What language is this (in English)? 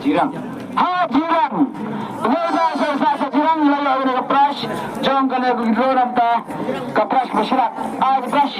Khasi